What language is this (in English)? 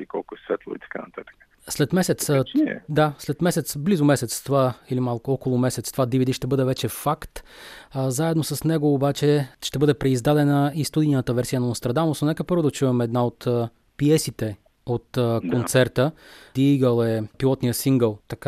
Bulgarian